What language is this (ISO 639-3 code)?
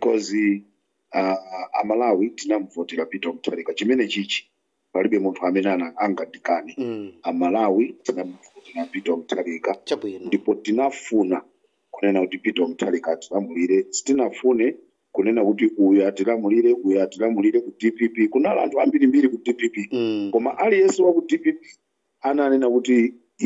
nya